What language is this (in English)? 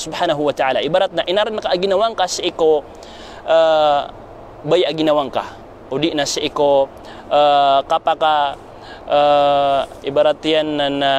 Maranao